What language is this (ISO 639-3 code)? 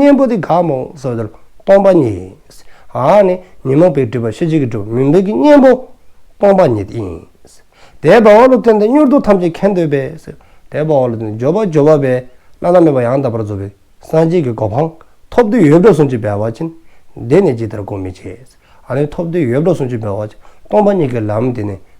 dzo